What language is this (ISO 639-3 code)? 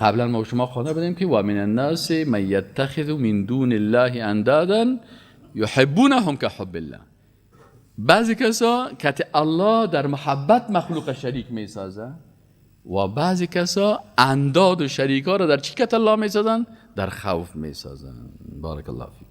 fas